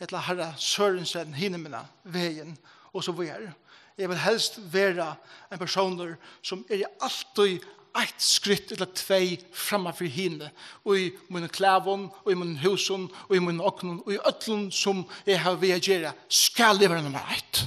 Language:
Faroese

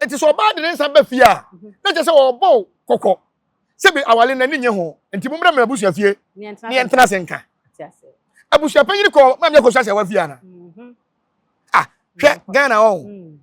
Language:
Akan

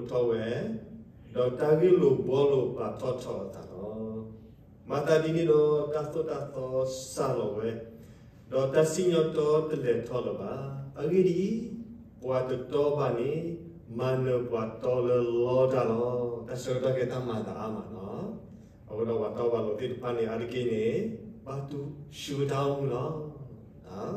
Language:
S'gaw Karen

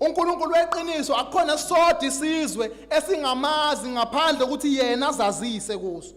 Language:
Zulu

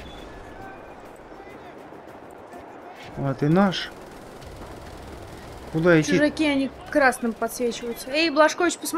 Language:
Russian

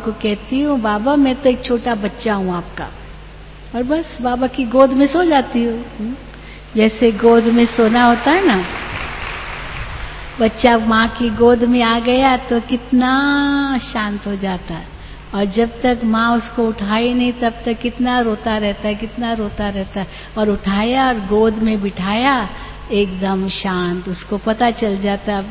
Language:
Hindi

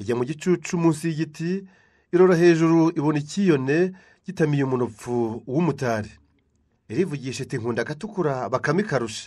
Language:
Kinyarwanda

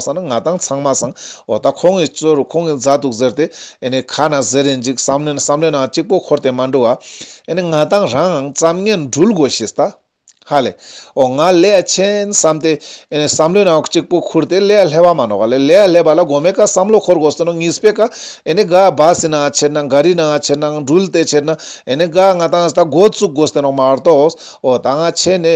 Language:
Ladakhi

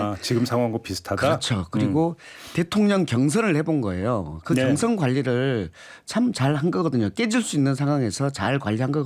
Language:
Korean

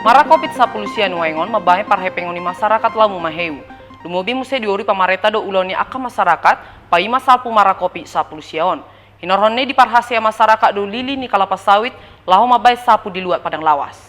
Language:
Batak Toba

